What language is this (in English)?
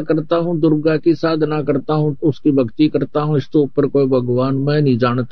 Hindi